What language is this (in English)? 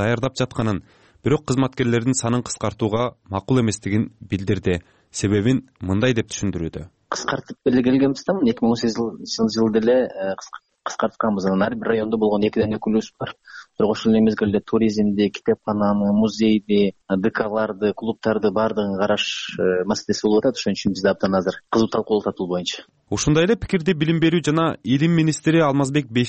Kyrgyz